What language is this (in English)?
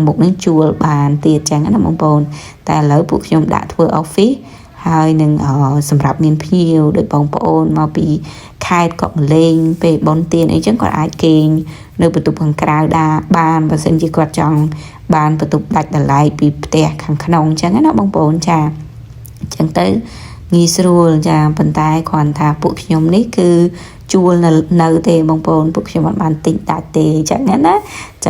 Khmer